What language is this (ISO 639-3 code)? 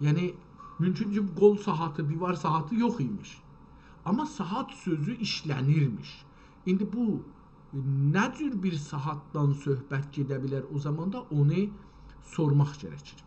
azb